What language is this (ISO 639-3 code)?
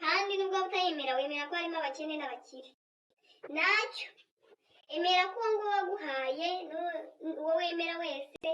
kin